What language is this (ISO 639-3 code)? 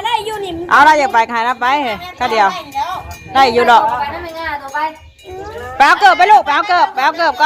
tts